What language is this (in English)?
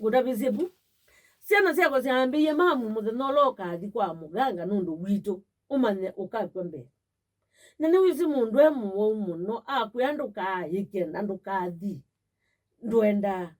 Kamba